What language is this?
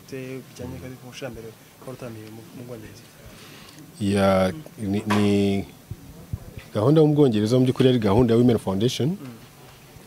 Kinyarwanda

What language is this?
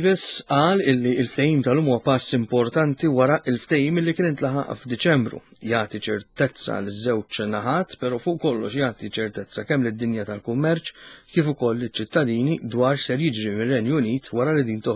Maltese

